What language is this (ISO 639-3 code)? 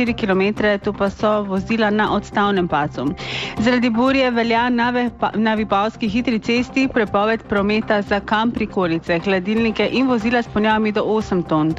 slv